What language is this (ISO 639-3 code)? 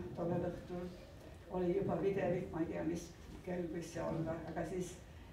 est